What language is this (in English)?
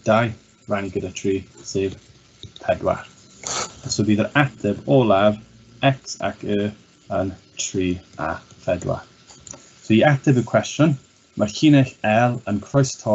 Welsh